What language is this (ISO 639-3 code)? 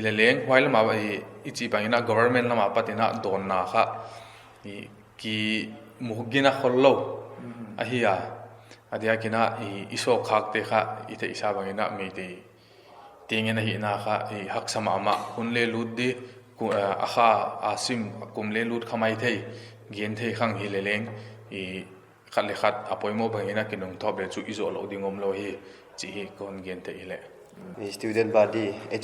pck